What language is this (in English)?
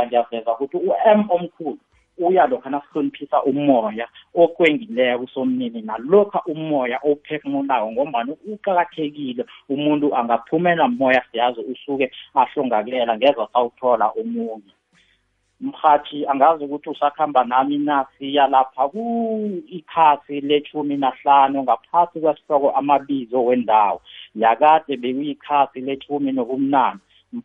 South Ndebele